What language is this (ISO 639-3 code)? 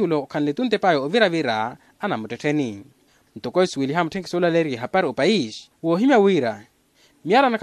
vmw